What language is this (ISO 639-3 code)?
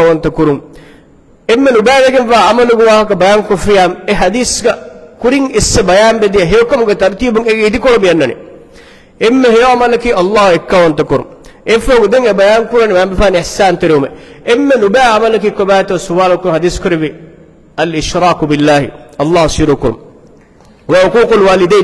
div